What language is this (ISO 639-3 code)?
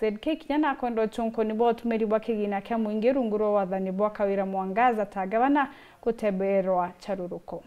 mer